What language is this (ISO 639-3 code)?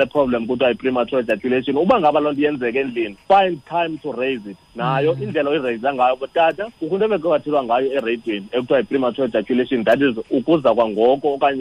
xho